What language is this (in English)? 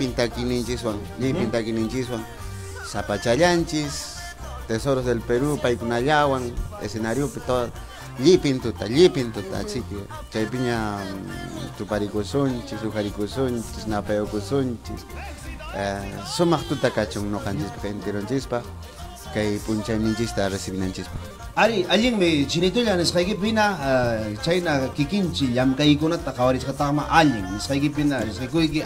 Ayacucho Quechua